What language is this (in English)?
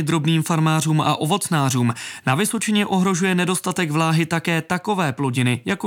Czech